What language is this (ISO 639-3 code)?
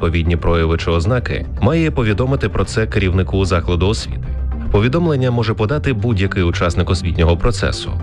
ukr